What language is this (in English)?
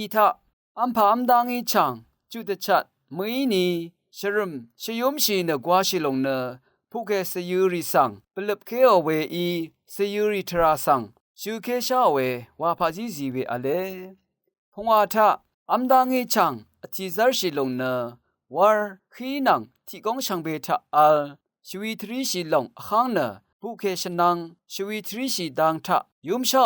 Rawang